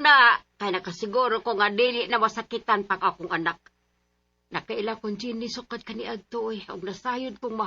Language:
Cebuano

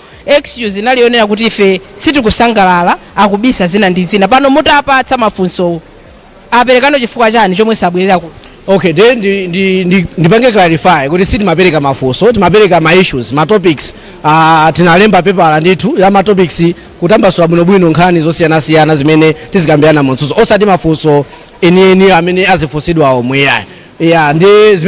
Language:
Nyanja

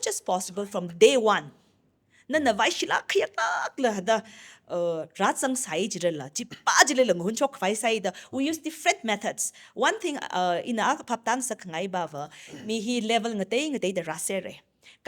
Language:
Tangkhul Naga (India)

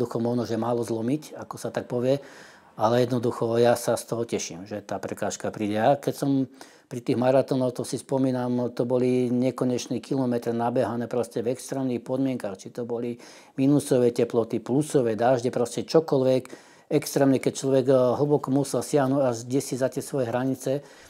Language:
Slovak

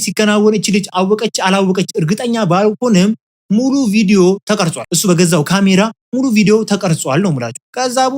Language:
Amharic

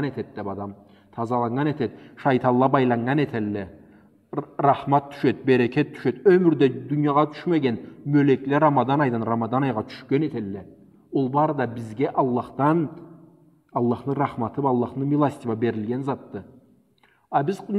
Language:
Karachay-Balkar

